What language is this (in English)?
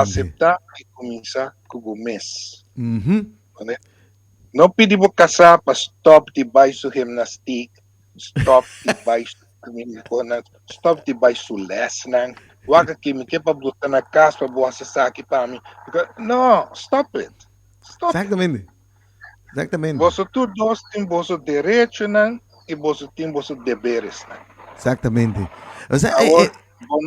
Papiamento